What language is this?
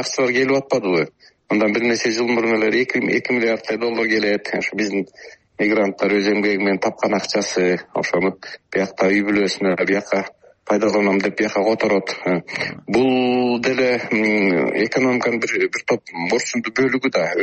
Kyrgyz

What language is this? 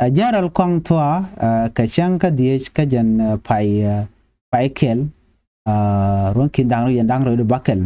Nuer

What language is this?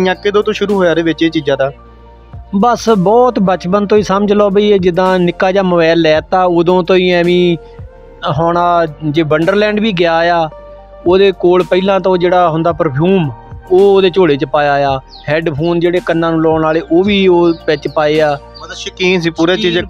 Punjabi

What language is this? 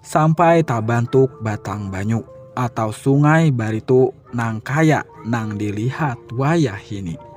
Banjar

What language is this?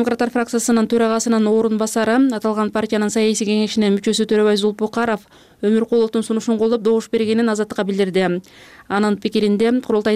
Kyrgyz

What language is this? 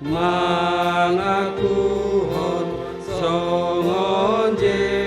Batak Simalungun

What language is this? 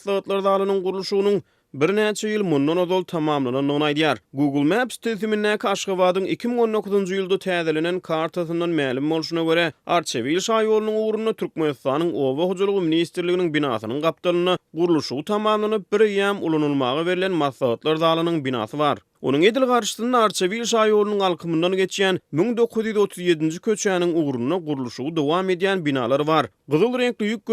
Turkmen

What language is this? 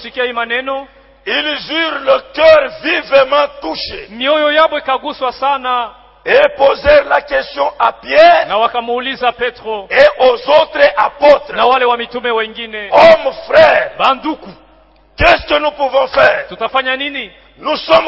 Swahili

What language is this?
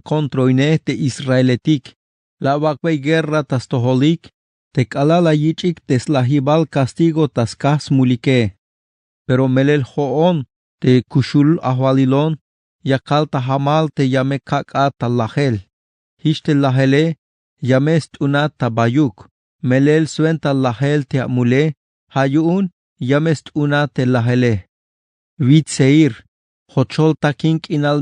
Tzeltal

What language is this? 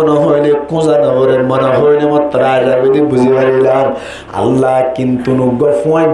Rohingya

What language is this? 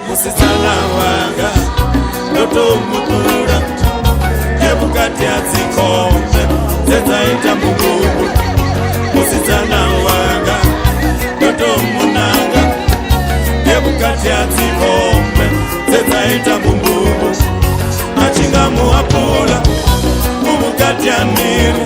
Venda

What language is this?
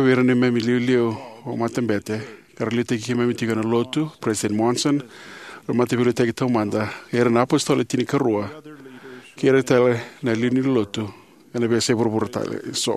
Fijian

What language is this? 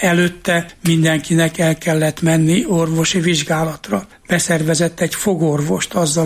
Hungarian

